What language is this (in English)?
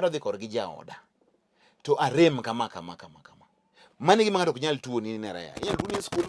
Luo (Kenya and Tanzania)